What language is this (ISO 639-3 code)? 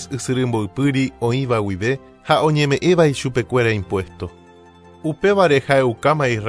grn